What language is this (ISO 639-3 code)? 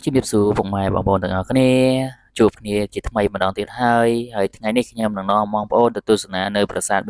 khm